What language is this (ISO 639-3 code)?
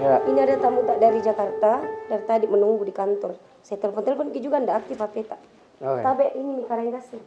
mfp